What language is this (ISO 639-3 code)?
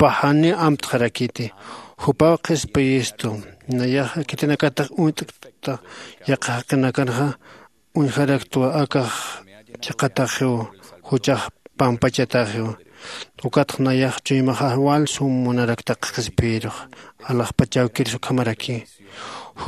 aym